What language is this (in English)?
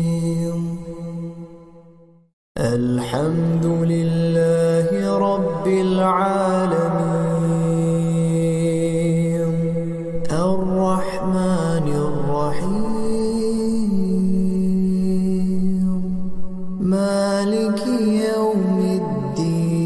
Arabic